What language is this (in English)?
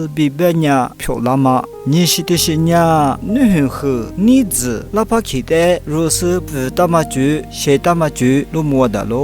Lisu